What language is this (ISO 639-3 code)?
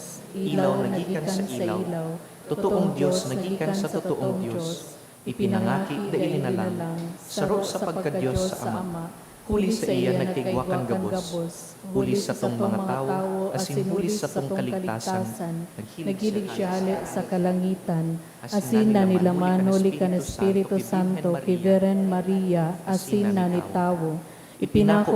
bik